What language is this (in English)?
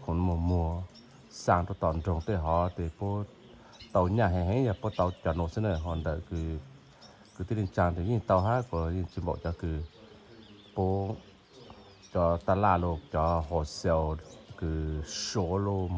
Hmong